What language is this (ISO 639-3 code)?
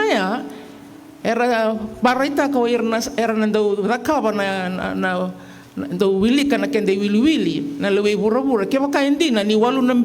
fij